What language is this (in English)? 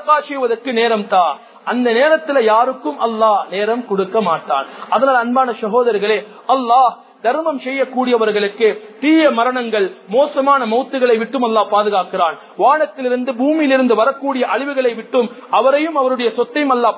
Tamil